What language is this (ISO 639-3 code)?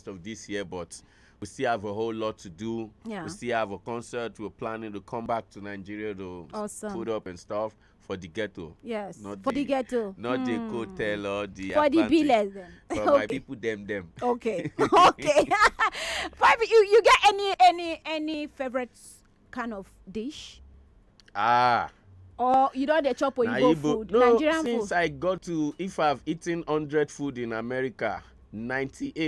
pcm